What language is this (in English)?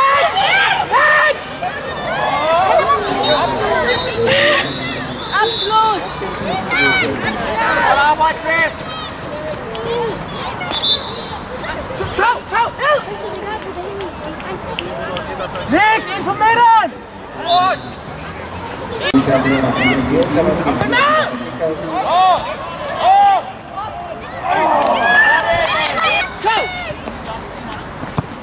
Danish